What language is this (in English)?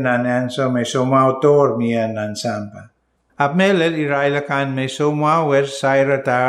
Pohnpeian